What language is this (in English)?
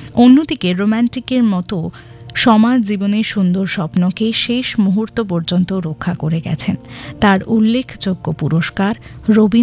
Bangla